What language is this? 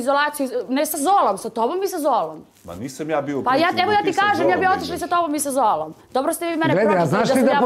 Serbian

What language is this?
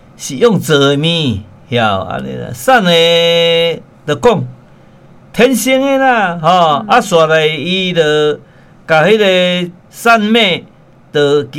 Min Nan Chinese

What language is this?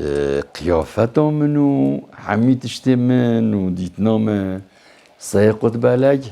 Kurdish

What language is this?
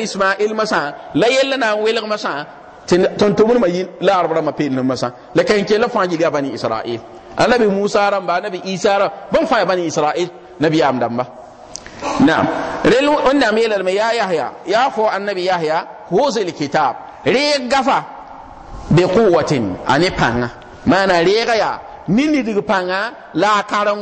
Mossi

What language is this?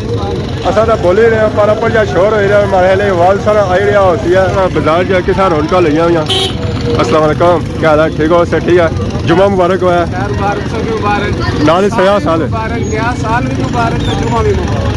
Pahari-Potwari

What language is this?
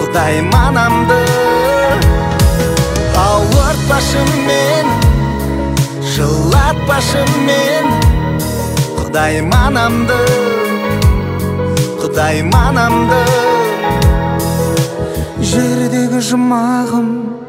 Kazakh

